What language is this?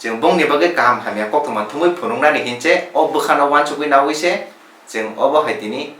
Kok Borok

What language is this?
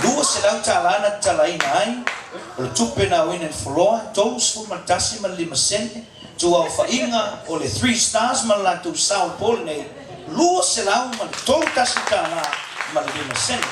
Samoan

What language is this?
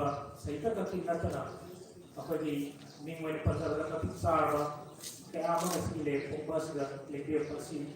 Manipuri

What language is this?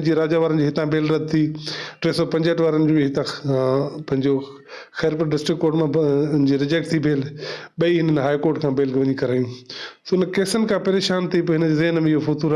Sindhi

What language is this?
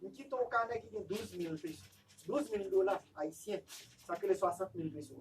Haitian Creole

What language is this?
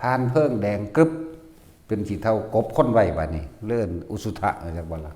Northeastern Thai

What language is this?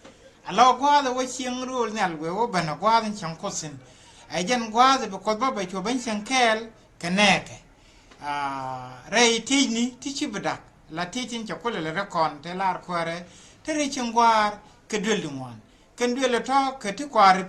Nuer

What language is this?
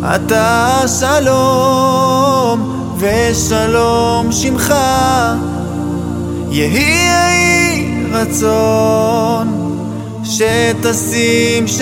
Hebrew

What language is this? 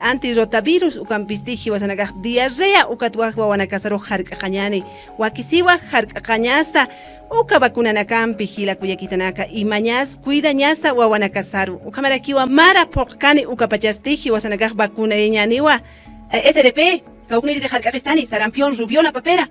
Aymara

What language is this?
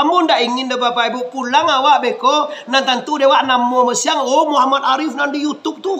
Minangkabau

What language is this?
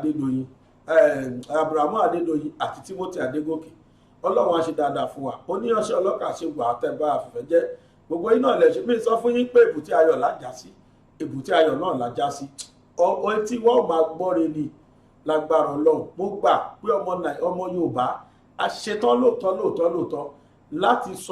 Yoruba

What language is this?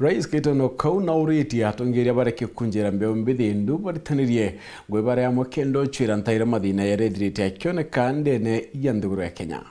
Meru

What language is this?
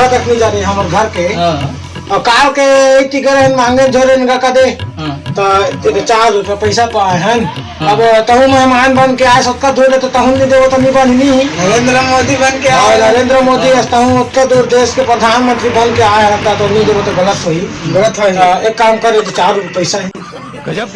Chhattisgarhi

